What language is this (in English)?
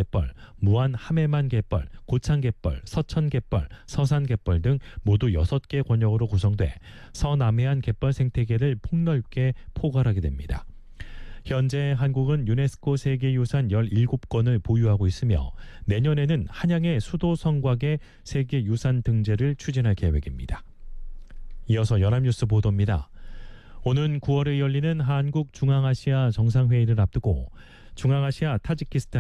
Korean